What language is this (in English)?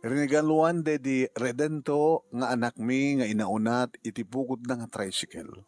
Iloko